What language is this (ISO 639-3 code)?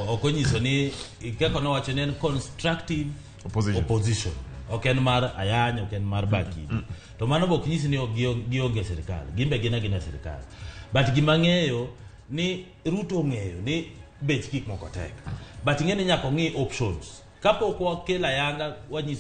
luo